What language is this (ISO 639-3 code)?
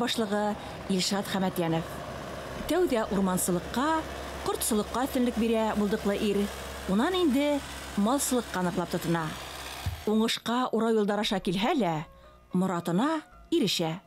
bak